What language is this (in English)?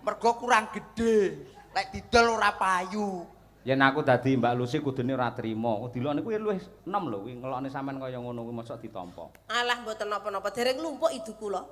Javanese